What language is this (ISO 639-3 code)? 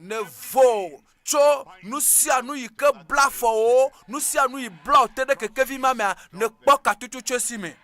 ewe